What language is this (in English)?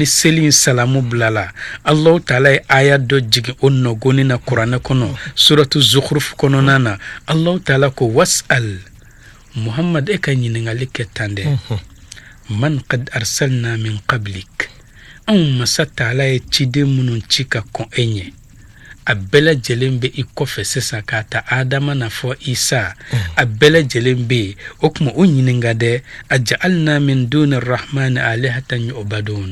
Bambara